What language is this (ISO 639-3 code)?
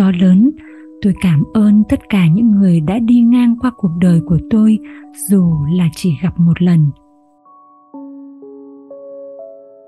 vie